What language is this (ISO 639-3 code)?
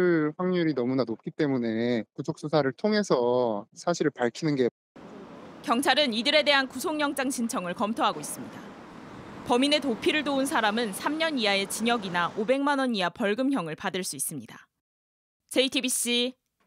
kor